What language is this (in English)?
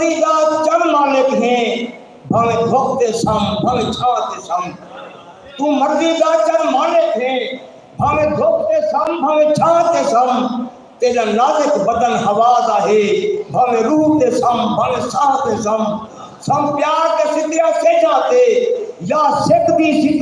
Saraiki